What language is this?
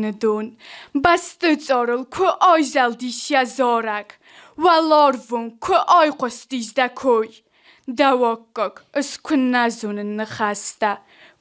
Ossetic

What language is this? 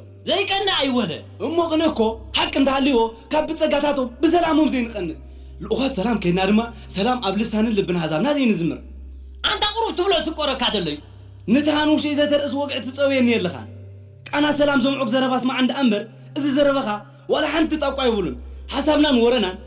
Tigrinya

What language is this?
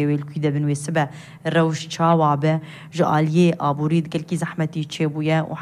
Kurdish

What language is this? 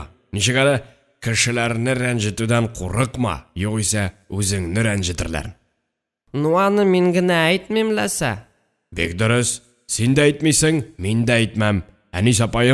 Tatar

